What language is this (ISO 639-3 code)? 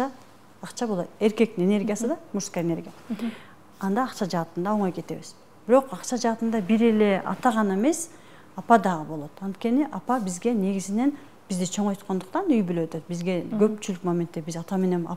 kir